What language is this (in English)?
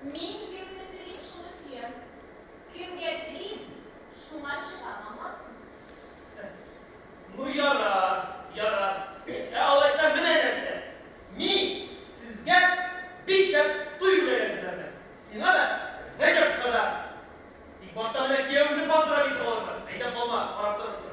Tatar